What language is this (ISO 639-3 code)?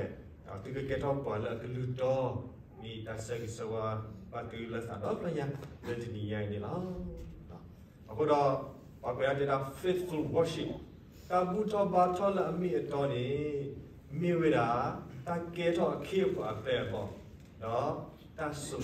ksw